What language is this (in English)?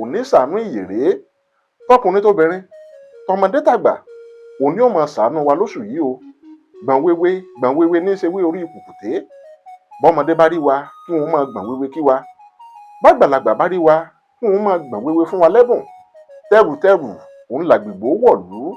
Yoruba